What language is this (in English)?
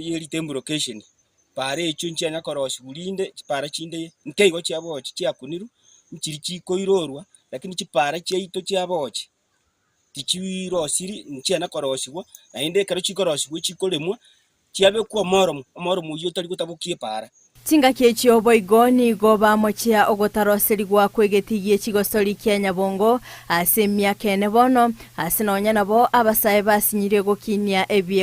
Gusii